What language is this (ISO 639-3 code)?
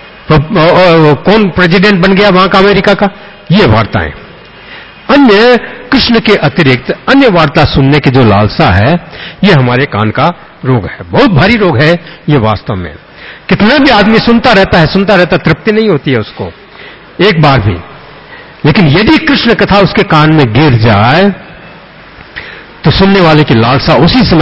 hin